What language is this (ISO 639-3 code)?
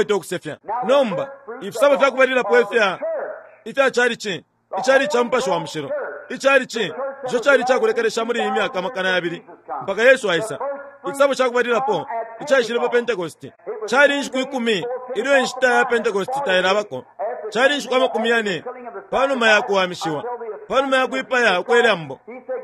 bem